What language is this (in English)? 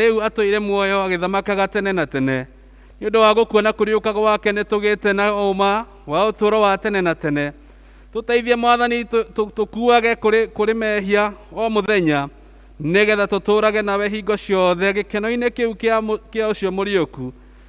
Kikuyu